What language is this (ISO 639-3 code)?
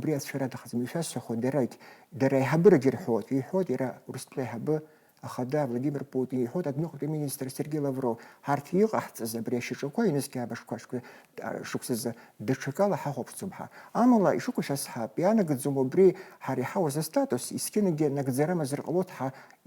abk